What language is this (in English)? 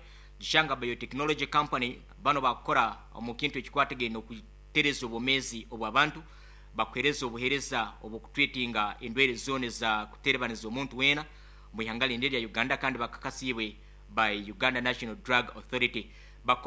Nyoro